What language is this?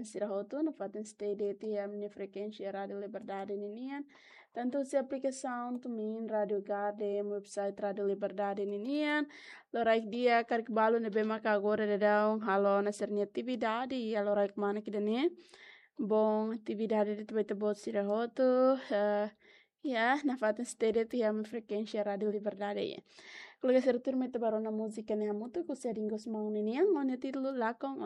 Tetum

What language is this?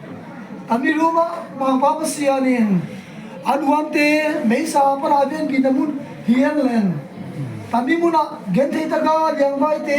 Tedim Chin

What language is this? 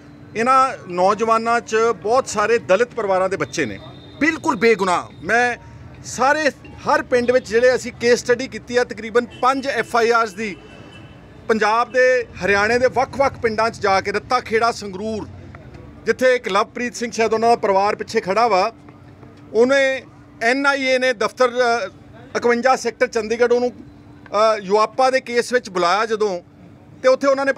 Punjabi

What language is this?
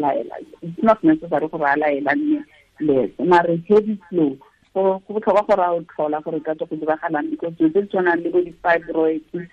Tswana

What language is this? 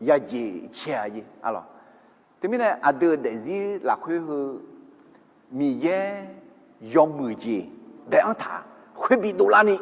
Akha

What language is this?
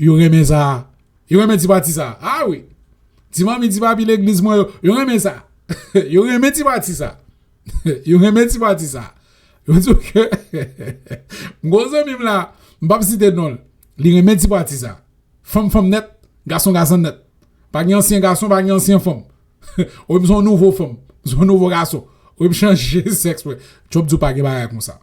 Haitian Creole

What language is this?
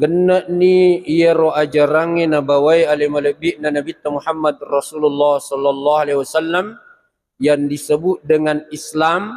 Buginese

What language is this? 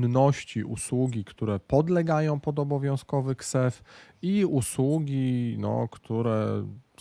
Polish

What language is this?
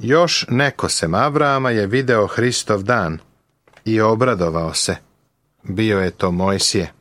Serbian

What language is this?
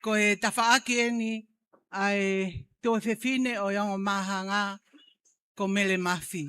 Tongan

